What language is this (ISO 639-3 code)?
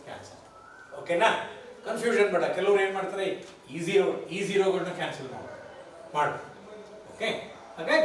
kan